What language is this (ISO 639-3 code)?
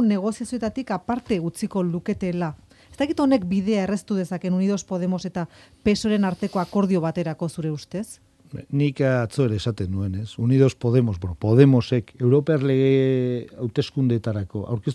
eus